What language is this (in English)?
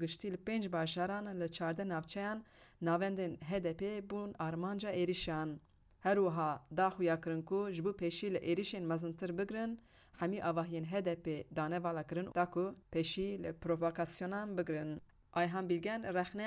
Kurdish